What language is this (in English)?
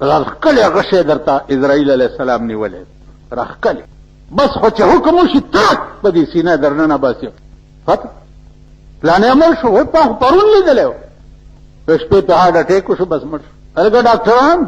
Pashto